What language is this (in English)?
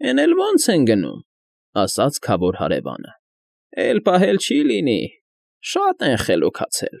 Armenian